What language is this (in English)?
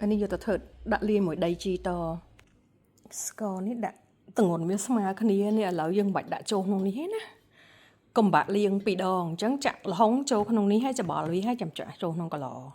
Khmer